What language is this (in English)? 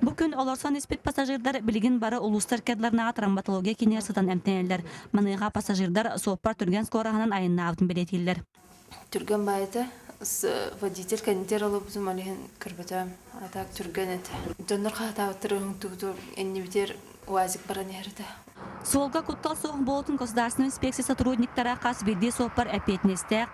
Yakut